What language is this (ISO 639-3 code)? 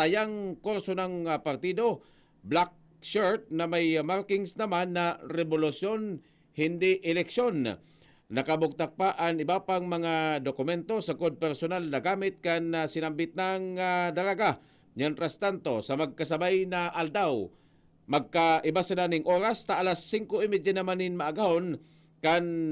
bik